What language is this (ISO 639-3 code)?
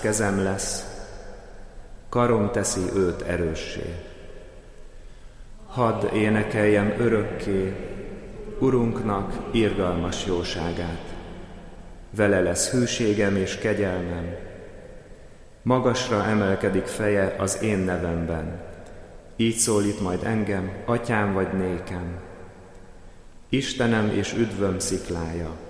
hun